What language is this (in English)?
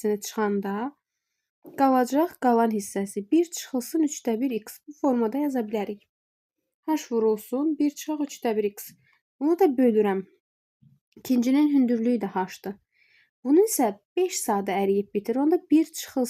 Azerbaijani